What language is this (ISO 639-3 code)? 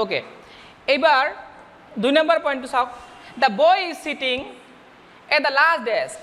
asm